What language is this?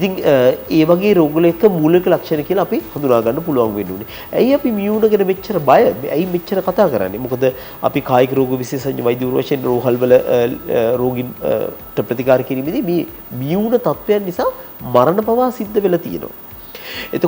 Sinhala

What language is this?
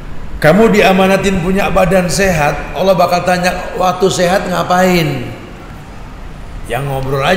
Indonesian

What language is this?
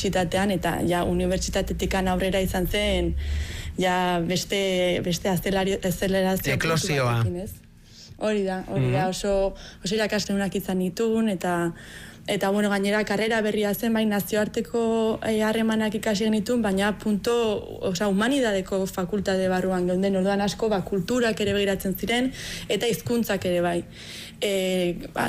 Basque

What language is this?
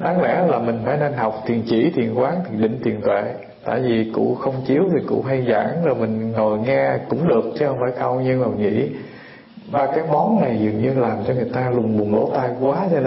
Vietnamese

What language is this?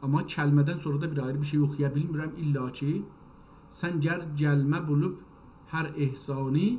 South Azerbaijani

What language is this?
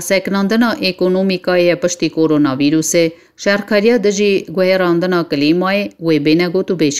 Kurdish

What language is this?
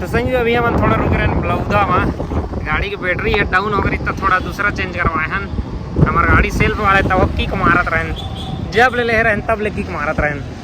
Chhattisgarhi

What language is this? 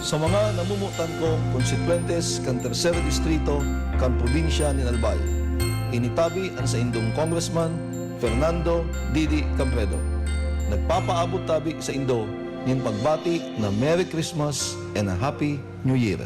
Bikol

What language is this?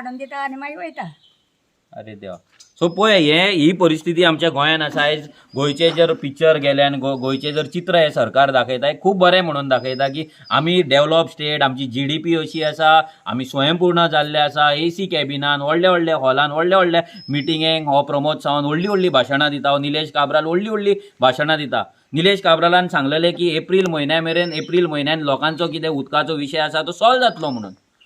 Konkani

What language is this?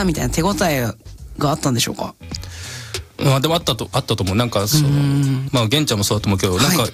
Japanese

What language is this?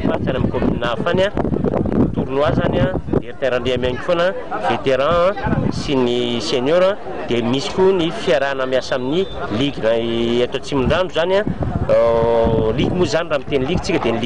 Malagasy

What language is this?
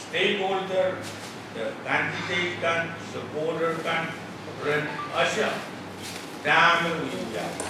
Pohnpeian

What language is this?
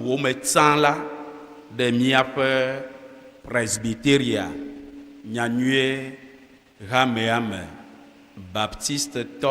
Ewe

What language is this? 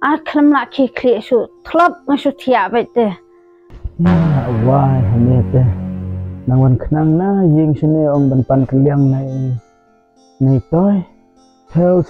Khasi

